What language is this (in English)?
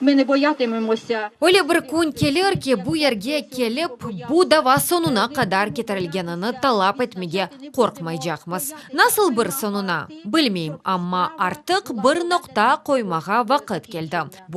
Crimean Tatar